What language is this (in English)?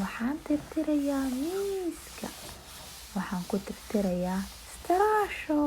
Somali